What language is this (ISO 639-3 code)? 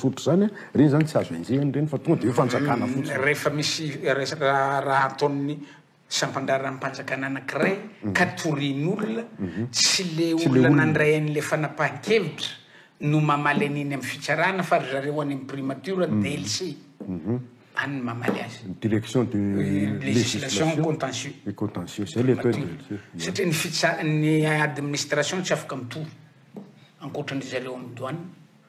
mlg